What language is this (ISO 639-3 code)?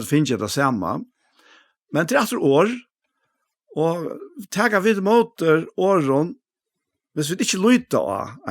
fao